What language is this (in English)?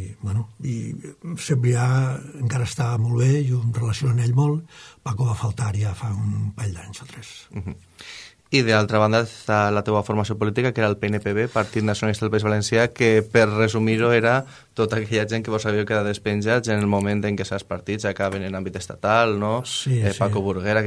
Catalan